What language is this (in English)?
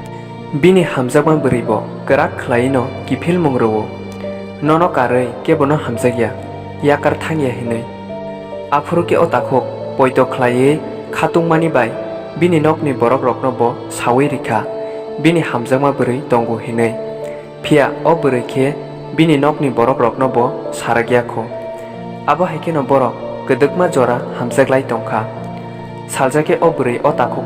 Kok Borok